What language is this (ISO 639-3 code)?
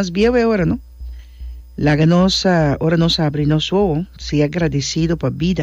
pap